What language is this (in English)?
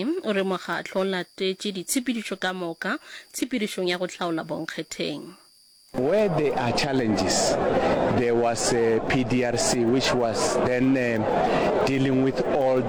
Northern Sotho